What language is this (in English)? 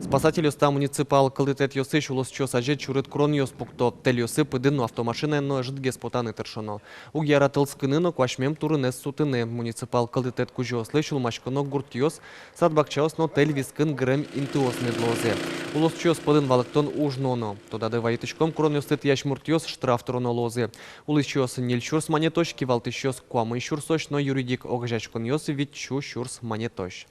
Udmurt